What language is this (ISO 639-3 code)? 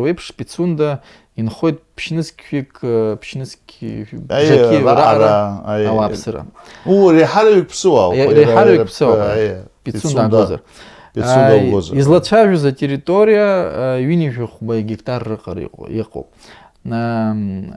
abk